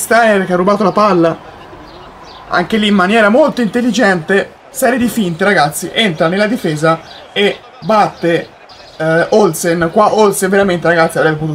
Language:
Italian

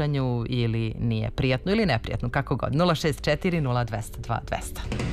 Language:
Serbian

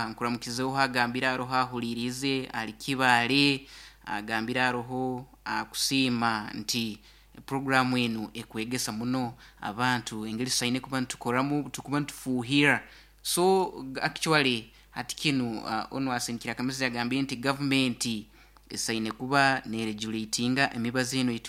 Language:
Nyoro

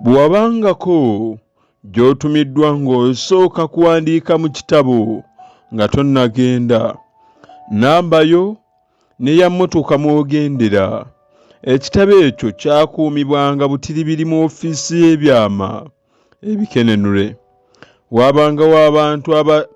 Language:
Ganda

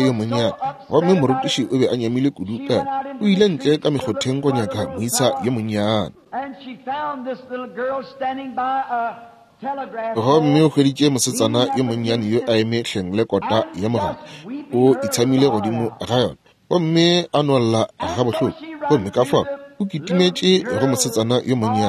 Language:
Northern Sotho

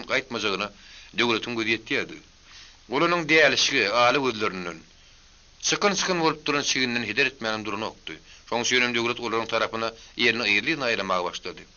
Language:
Turkmen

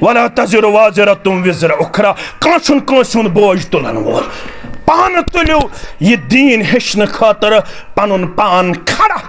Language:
Kashmiri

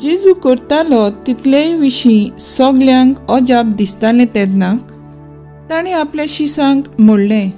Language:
Konkani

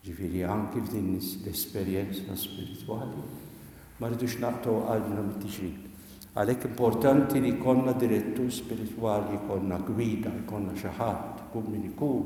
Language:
Maltese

